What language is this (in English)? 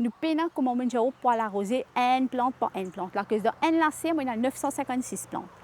Morisyen